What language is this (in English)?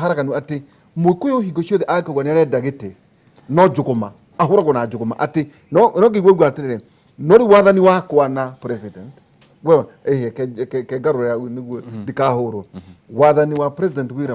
Kikuyu